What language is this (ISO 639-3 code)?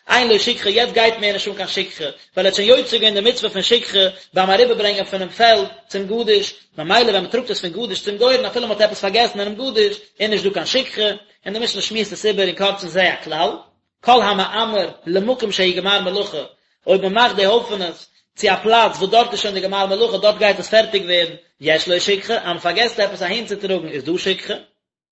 yid